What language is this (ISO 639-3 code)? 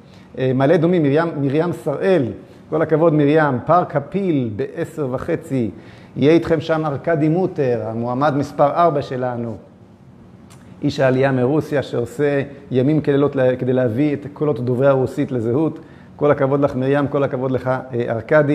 heb